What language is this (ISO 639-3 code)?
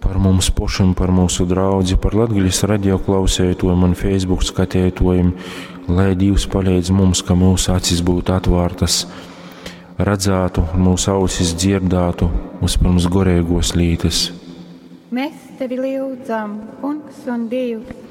ltg